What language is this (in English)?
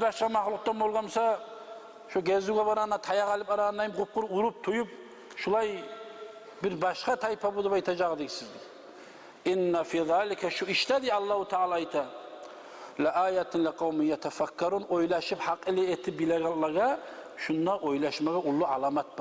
Kumyk